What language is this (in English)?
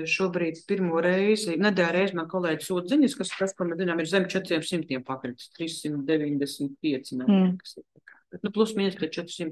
Latvian